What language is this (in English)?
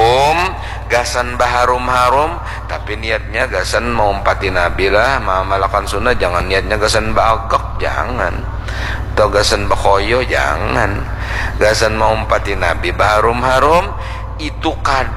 Banjar